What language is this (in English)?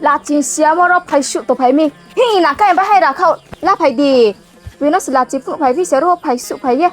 Riang (India)